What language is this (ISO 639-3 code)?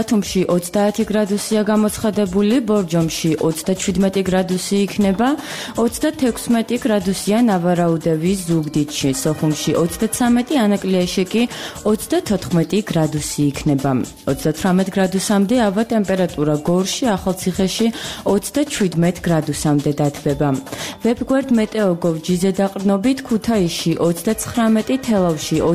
kat